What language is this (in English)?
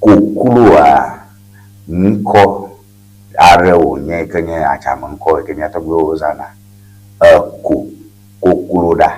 Ewe